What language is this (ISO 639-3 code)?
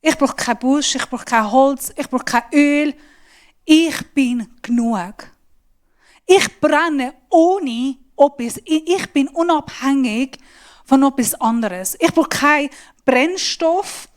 gsw